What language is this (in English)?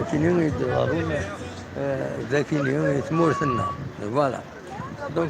Kabyle